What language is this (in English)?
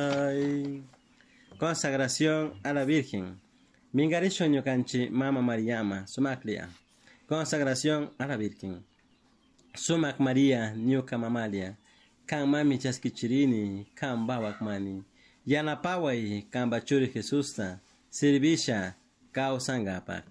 Chimborazo Highland Quichua